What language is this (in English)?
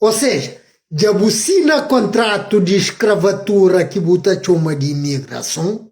Kabuverdianu